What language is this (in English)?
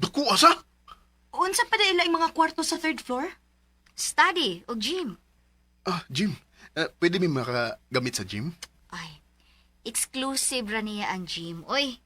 Cebuano